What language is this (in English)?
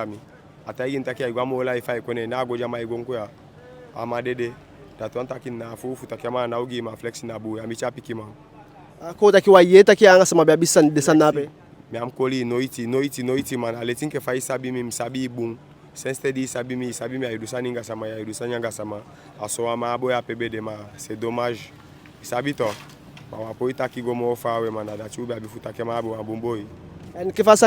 Eastern Maroon Creole